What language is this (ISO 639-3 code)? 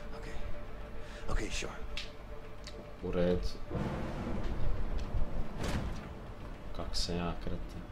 hrv